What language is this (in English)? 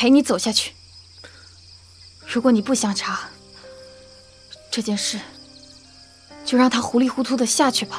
Chinese